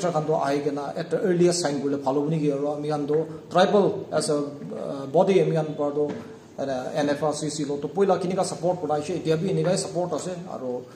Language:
Naga Pidgin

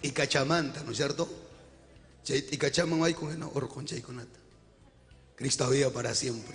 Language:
Ayacucho Quechua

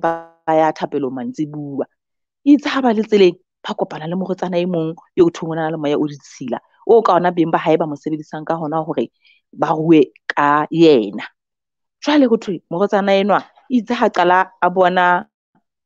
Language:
Southern Sotho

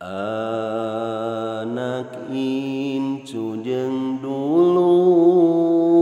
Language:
Sundanese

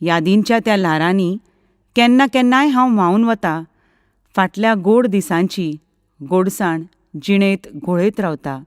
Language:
Konkani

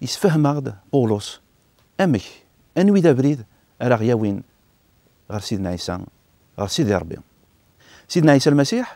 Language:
Kabyle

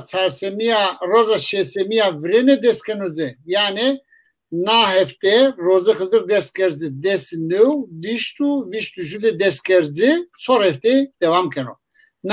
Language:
Zaza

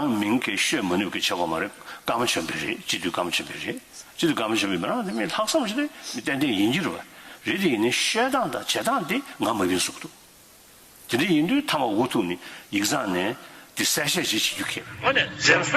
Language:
Tibetan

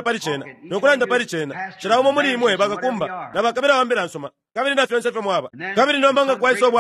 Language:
Bemba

